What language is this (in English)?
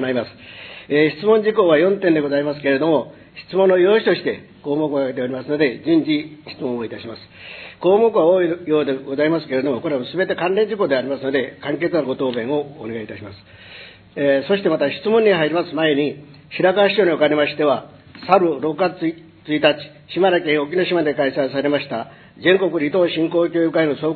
Japanese